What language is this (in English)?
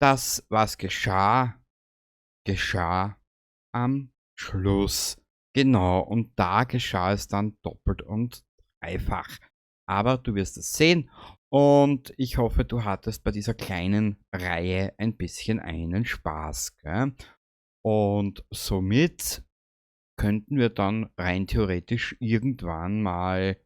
Bavarian